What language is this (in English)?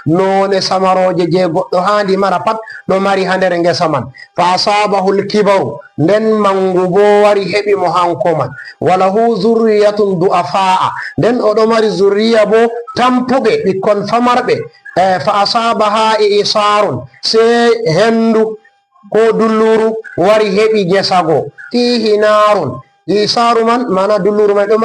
Fula